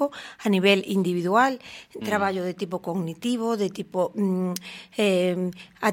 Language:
Galician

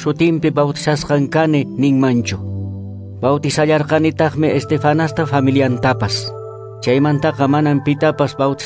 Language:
Quechua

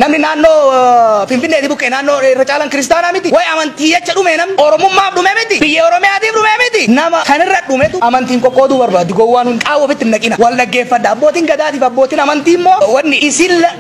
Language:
Oromo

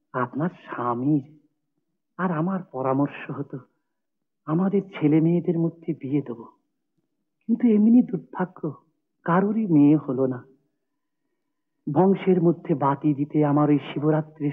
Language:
Bangla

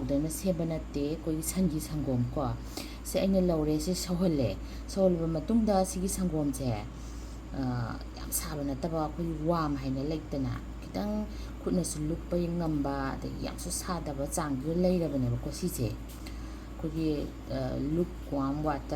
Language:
Manipuri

